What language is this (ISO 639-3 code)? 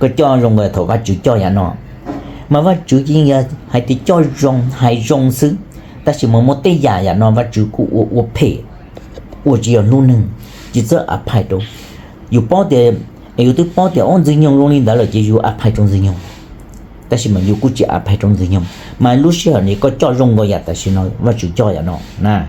hmn